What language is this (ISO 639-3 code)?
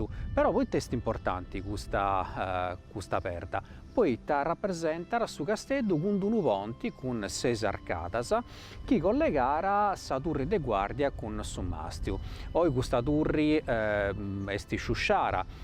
srd